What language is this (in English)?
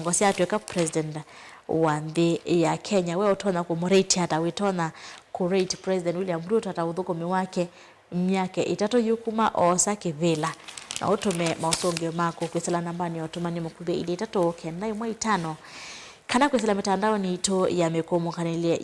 Kamba